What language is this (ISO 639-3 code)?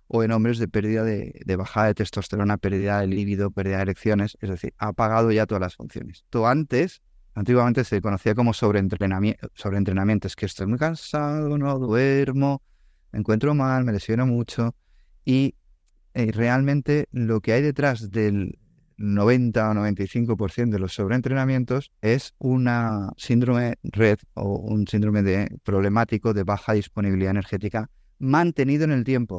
spa